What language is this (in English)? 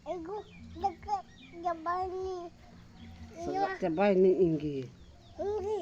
Santali